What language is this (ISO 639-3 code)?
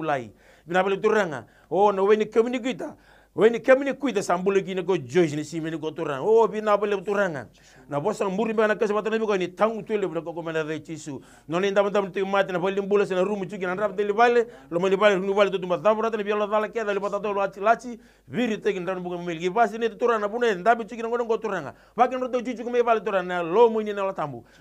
fij